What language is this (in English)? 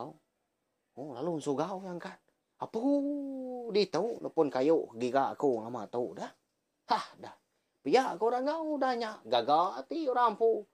Iban